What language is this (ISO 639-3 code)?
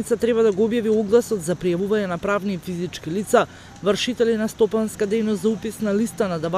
mkd